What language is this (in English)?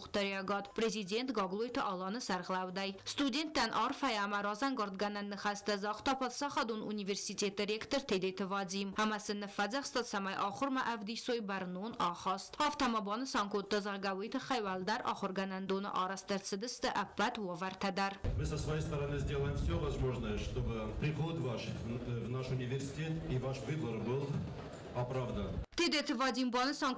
Ossetic